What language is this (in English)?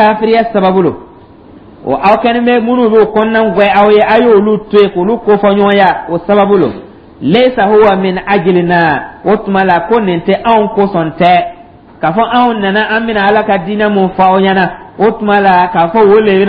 Dyula